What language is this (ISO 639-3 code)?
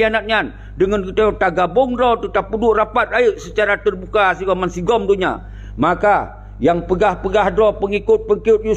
ace